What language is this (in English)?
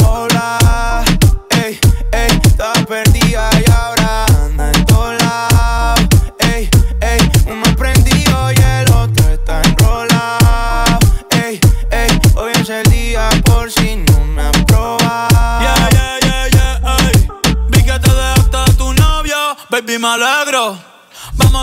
Spanish